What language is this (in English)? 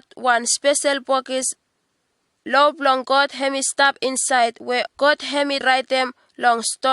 Bislama